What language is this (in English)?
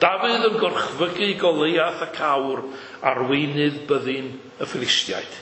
Welsh